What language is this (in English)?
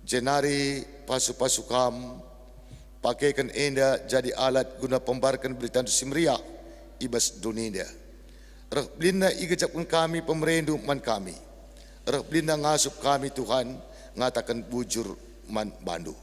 Batak Karo